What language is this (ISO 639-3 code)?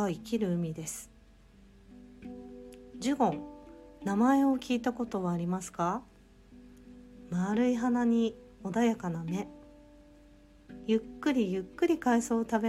jpn